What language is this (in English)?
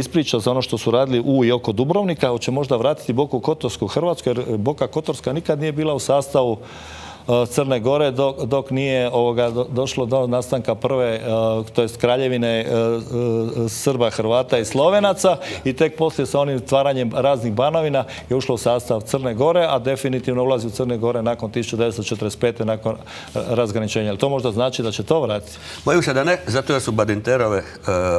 Croatian